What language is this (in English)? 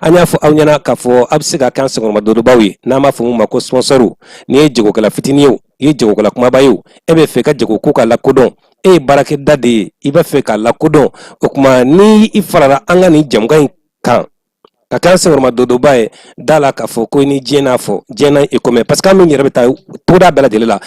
Bambara